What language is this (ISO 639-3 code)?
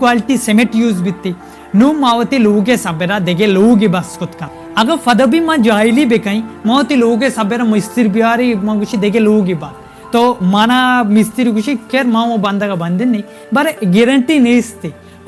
bal